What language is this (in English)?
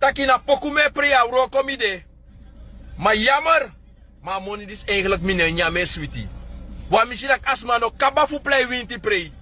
Sranan Tongo